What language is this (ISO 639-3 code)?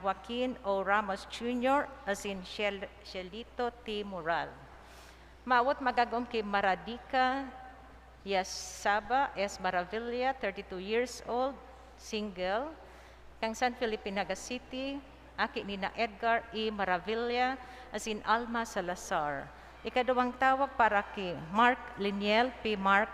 bik